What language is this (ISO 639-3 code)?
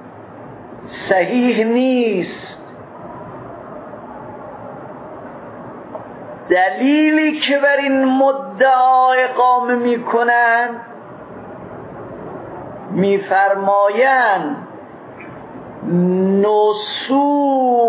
fas